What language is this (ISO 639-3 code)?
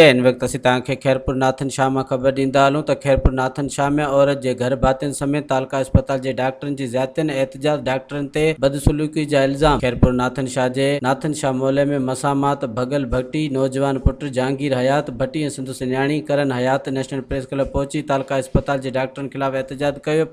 snd